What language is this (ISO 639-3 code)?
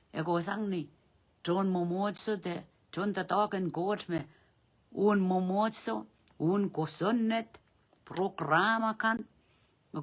pon